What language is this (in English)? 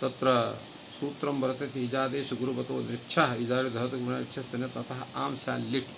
Sanskrit